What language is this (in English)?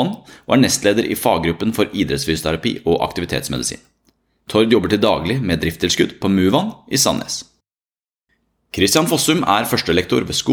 Norwegian